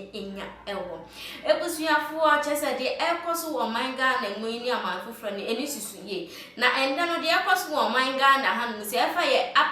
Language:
Akan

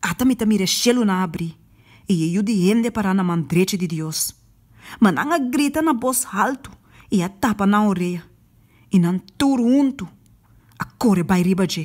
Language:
Papiamento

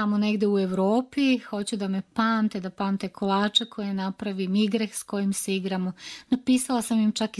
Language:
Serbian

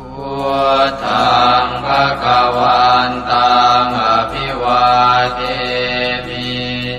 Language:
Pali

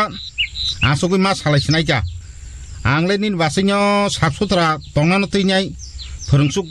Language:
Kok Borok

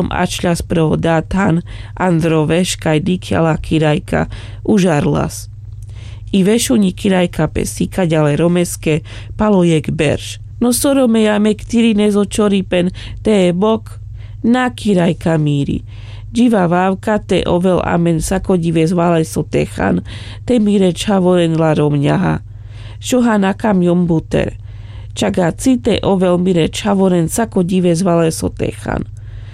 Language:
Carpathian Romani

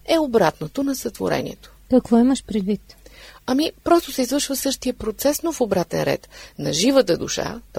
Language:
Bulgarian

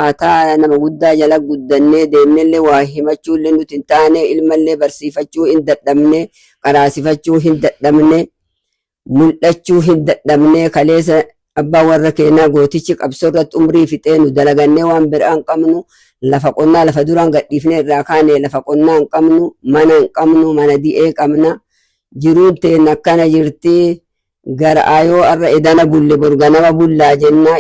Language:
Oromo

